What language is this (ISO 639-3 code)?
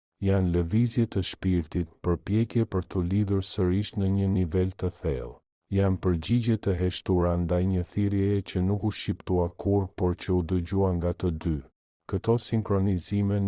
sqi